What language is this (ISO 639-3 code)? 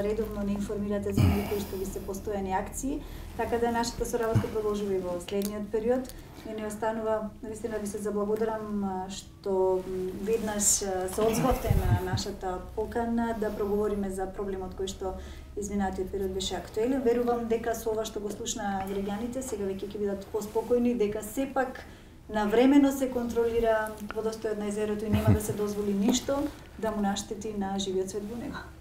mkd